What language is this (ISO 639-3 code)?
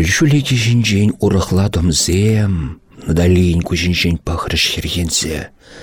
chv